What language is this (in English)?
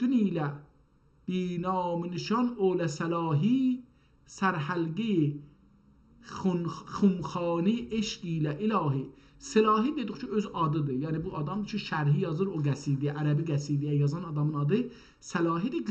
South Azerbaijani